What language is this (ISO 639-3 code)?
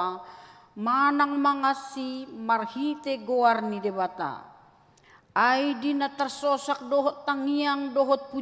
bbc